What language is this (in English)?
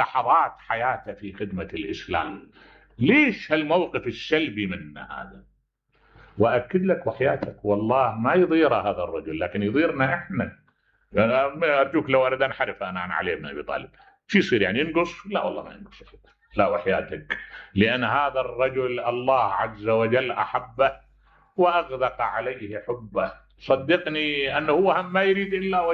Mesopotamian Arabic